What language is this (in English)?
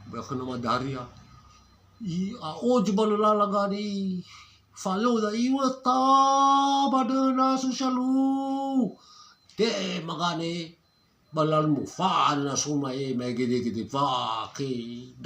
Nias